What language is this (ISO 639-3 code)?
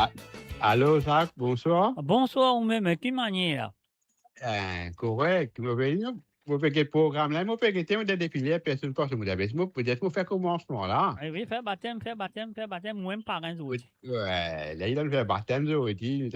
mfe